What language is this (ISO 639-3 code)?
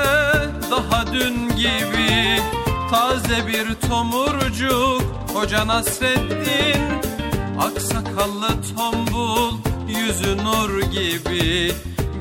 tur